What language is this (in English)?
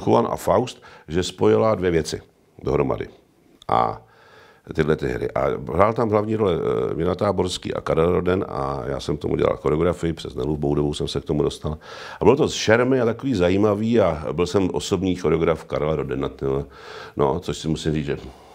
Czech